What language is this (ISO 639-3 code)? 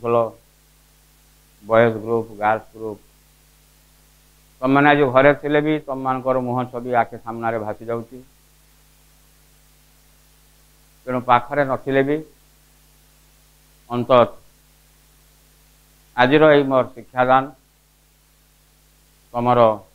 ori